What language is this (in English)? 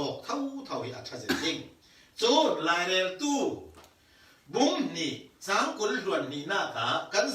Falam Chin